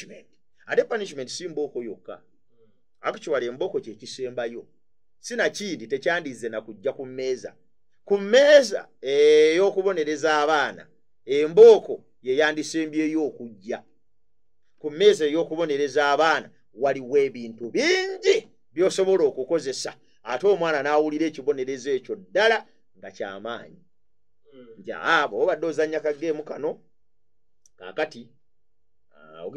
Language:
Ganda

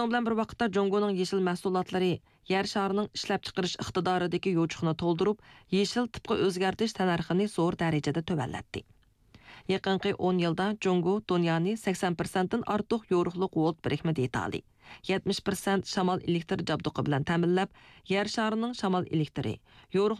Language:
Uyghur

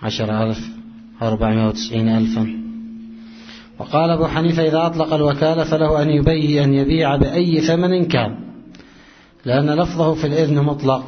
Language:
Arabic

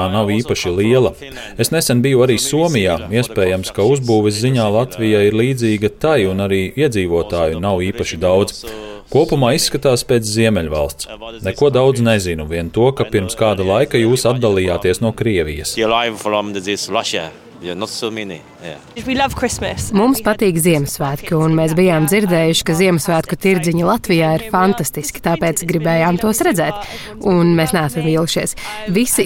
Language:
Latvian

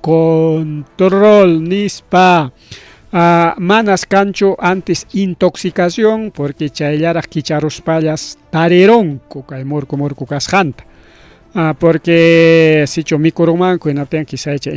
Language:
Ayacucho Quechua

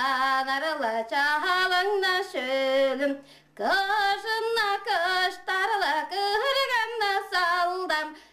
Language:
Tuvinian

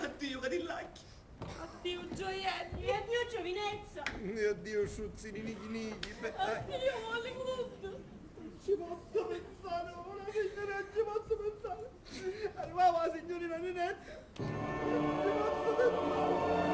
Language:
Sicilian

